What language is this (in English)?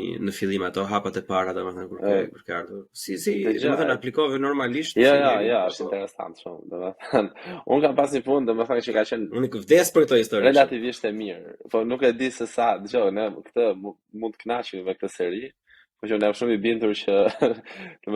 Albanian